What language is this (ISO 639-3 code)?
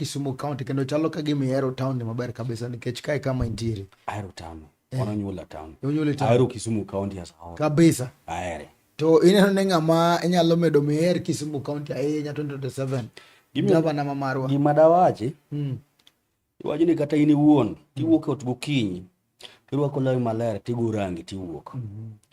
luo